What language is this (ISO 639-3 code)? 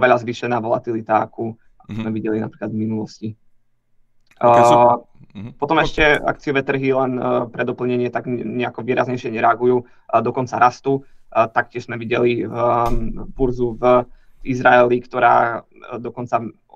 slk